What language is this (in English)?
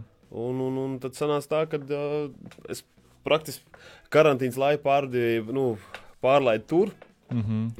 Latvian